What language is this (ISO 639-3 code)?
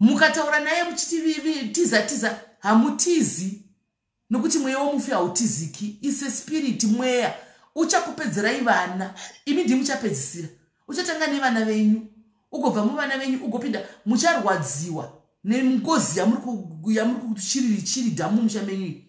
sna